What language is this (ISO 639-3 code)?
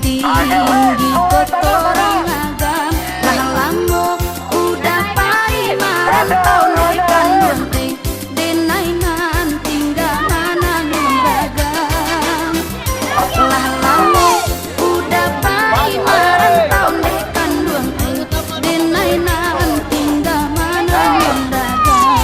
min